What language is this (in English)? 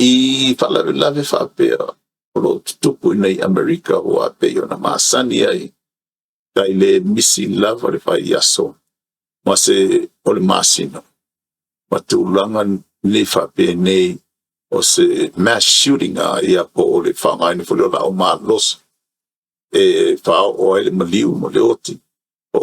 Samoan